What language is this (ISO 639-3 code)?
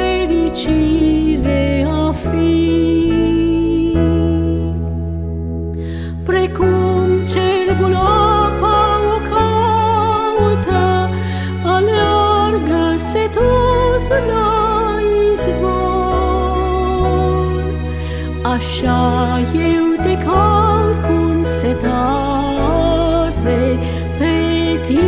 ron